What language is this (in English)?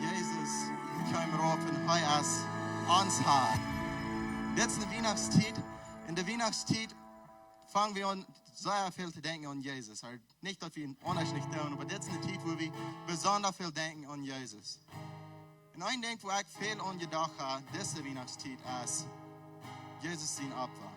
Plautdietsch